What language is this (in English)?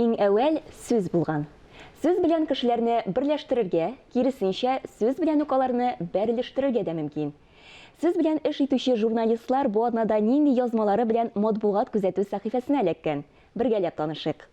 Tatar